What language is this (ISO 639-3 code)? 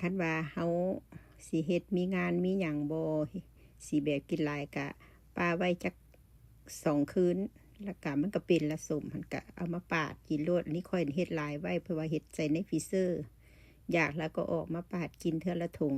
lao